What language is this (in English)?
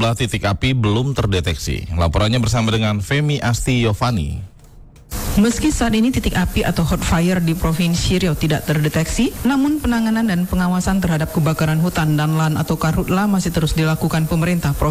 Indonesian